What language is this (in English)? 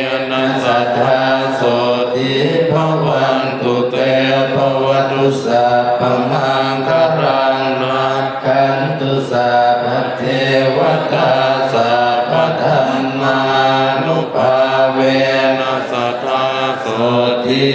Pali